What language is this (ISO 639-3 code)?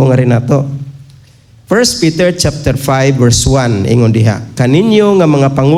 ceb